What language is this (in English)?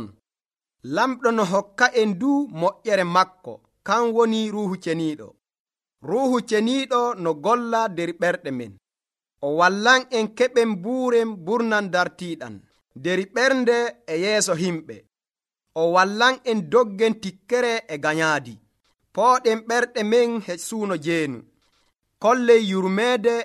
Nigerian Fulfulde